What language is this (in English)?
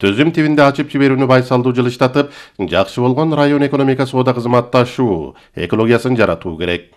Kyrgyz